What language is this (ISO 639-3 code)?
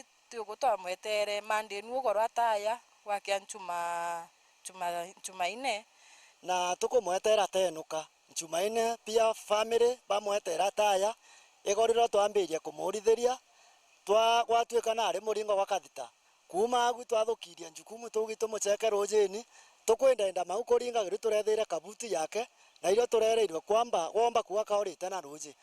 mer